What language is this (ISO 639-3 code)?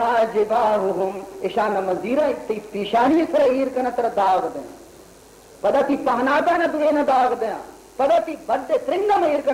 bal